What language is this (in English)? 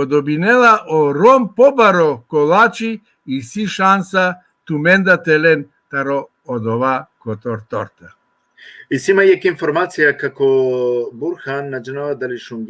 Balkan Romani